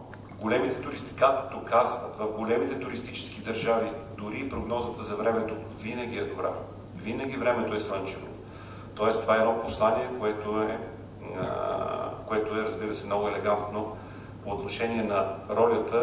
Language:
Bulgarian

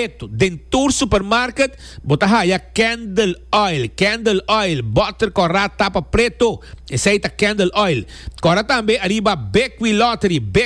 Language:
Papiamento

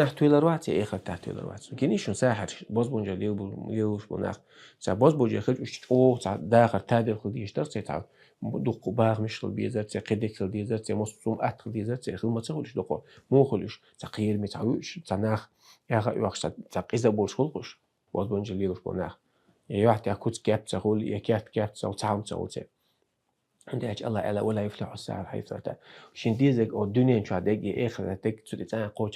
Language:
Chechen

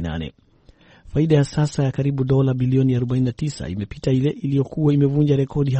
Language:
Swahili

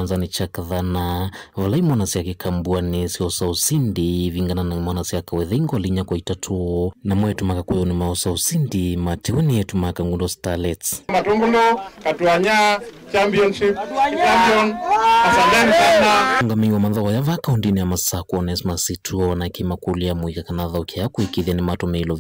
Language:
Kamba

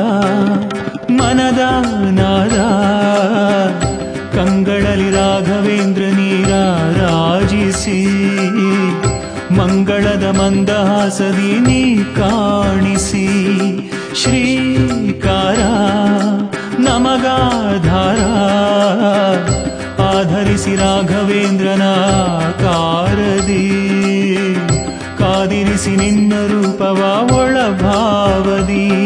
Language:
Kannada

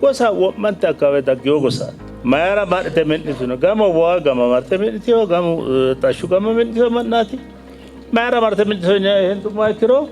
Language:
Sidamo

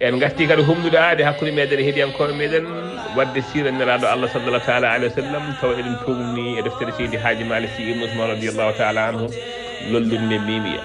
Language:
Fula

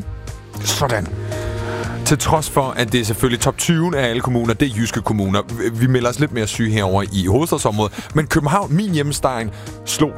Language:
Danish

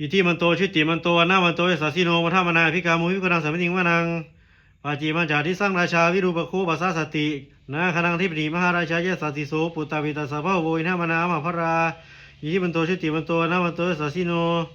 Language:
Pali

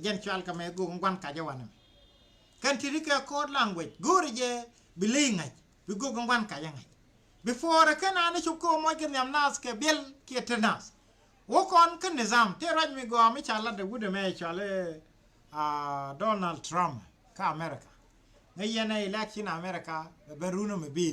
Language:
Nuer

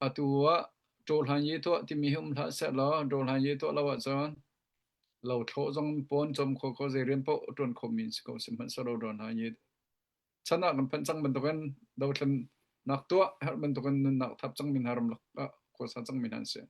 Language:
Hakha Chin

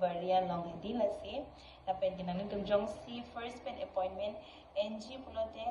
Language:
Karbi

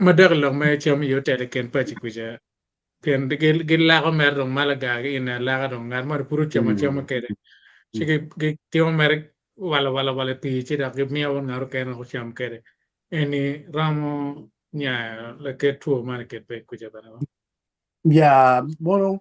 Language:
Acoli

